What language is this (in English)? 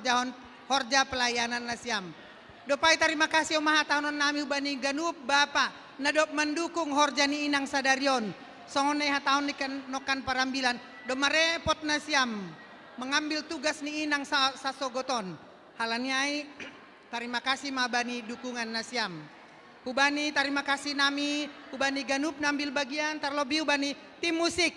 Batak Simalungun